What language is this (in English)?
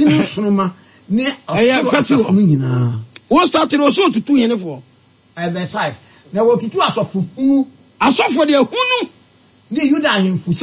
Akan